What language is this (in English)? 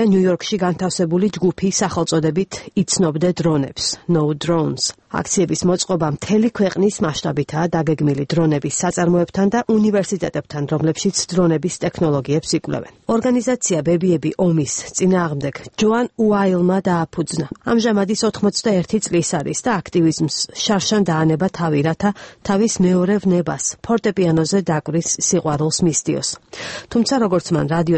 Georgian